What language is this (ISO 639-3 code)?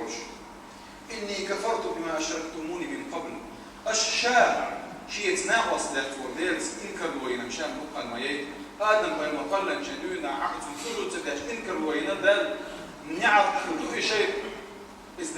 che